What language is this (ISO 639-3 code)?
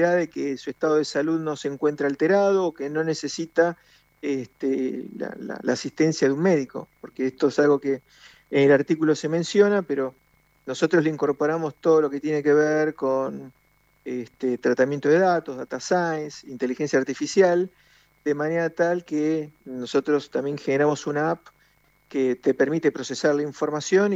spa